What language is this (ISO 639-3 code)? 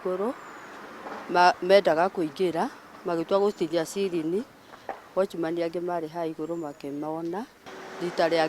kik